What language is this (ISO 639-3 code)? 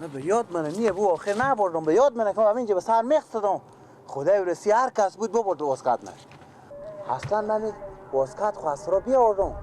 fas